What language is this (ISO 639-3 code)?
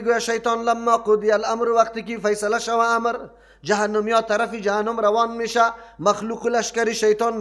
fas